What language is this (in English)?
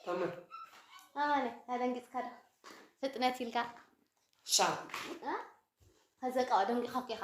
Tigrinya